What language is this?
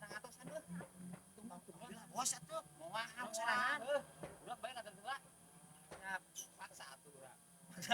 Sundanese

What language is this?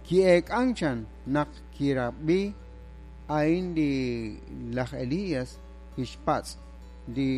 Kekchí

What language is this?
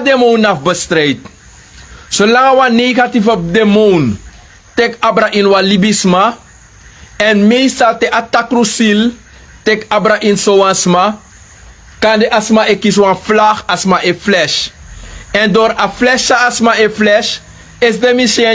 Sranan Tongo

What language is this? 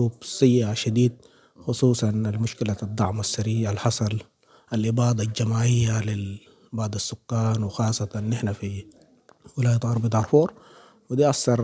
Sudanese Arabic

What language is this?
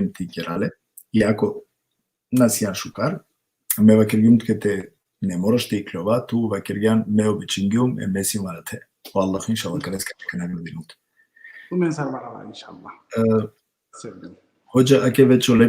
Balkan Romani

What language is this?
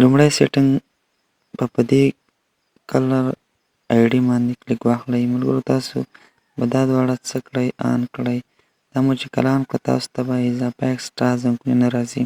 Pashto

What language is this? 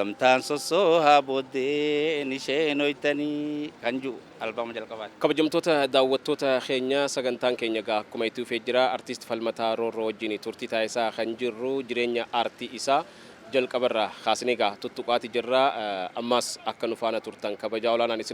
Oromo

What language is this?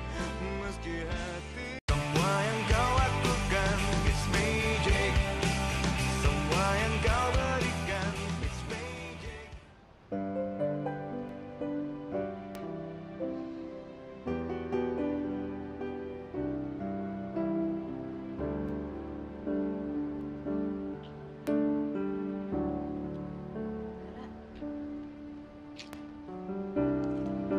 Indonesian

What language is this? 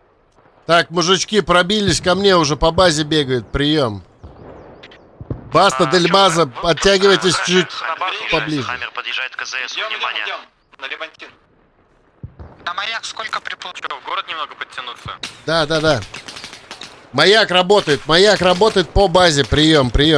Russian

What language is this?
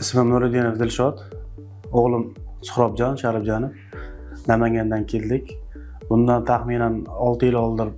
Uzbek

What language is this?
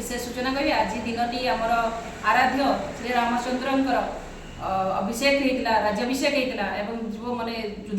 Odia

